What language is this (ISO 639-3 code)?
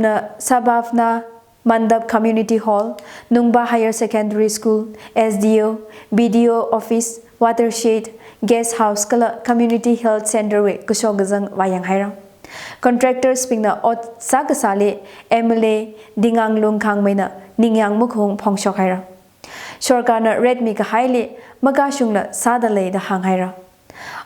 nmf